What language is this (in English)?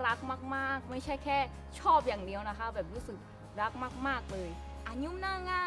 Akha